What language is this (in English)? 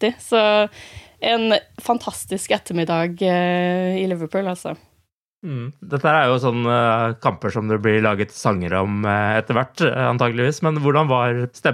Norwegian